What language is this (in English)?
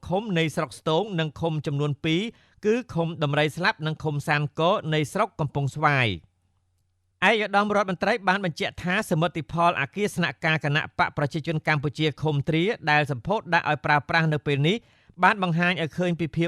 Khmer